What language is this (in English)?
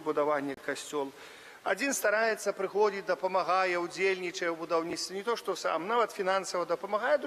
Belarusian